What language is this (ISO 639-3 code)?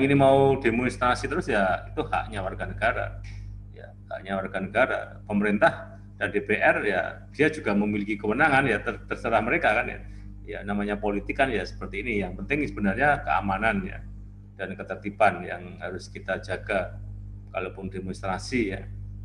ind